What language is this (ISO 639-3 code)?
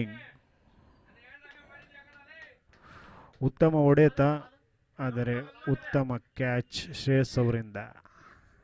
kan